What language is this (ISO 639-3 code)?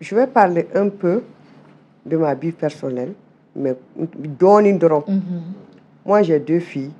bam